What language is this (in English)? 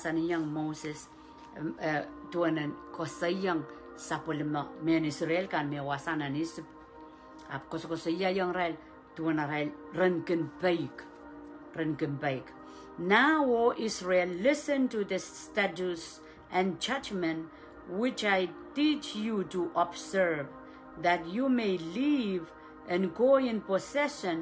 Pohnpeian